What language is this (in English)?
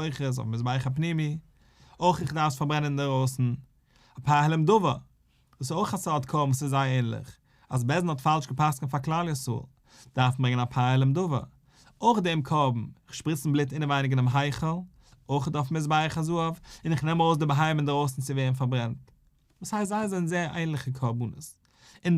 Yiddish